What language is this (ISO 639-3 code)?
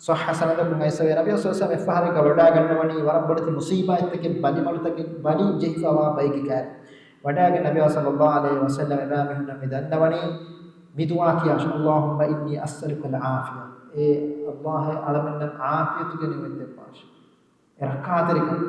div